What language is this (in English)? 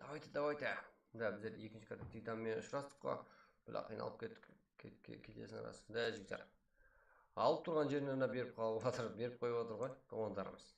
Kara-Kalpak